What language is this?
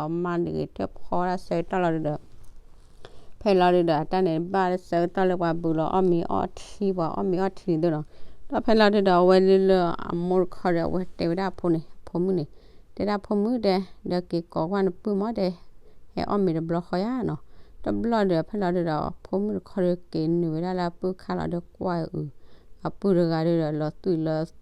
S'gaw Karen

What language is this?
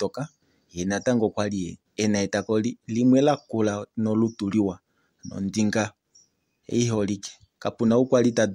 Kuanyama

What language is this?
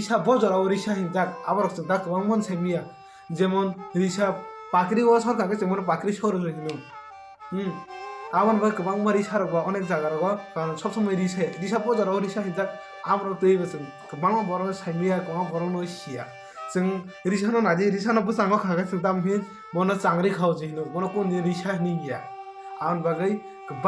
Kok Borok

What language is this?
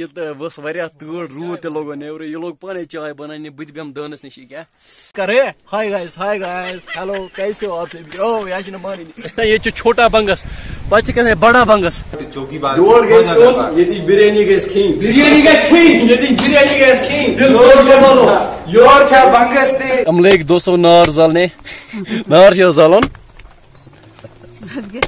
Kashmiri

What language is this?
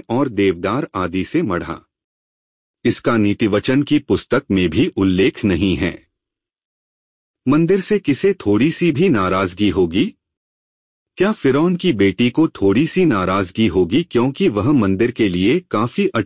Hindi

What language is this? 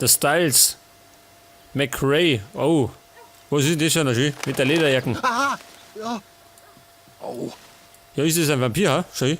Bavarian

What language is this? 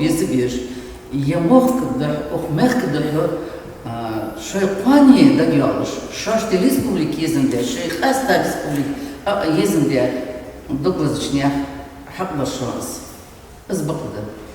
Ingush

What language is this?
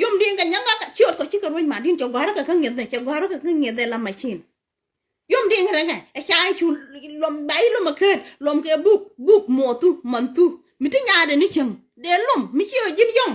Nuer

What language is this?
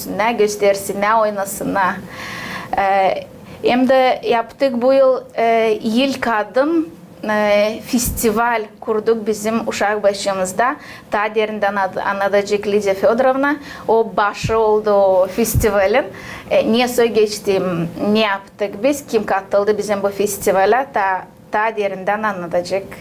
Gagauz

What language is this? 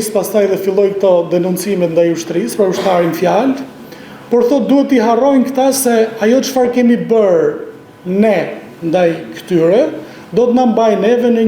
Albanian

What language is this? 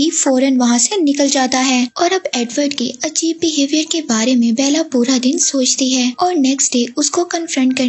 Hindi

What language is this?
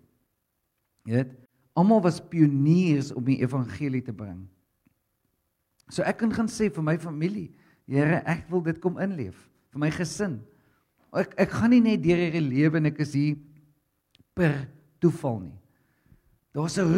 Afrikaans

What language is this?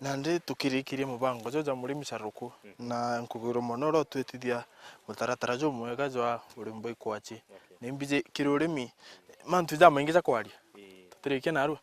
Meru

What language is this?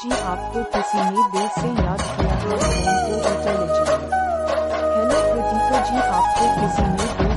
Hindi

